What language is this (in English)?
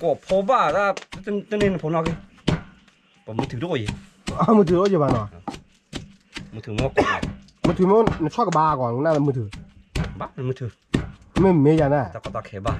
S'gaw Karen